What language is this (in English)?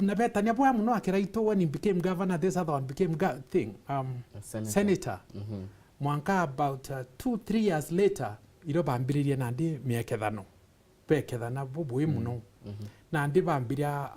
Meru